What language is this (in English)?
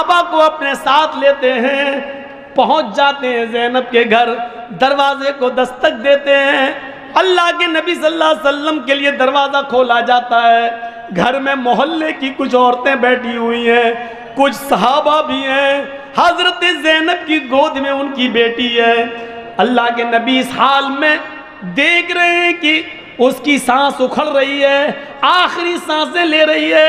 Urdu